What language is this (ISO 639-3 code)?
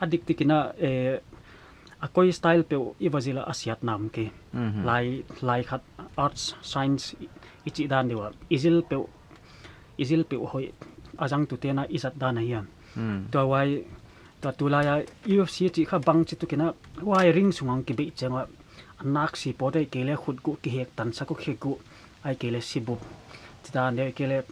pck